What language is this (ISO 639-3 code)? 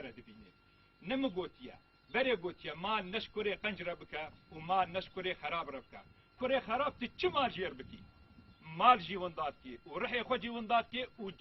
kur